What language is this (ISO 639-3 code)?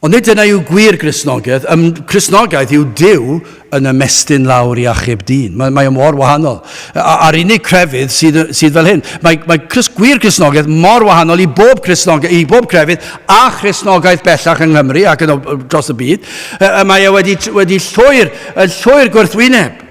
cym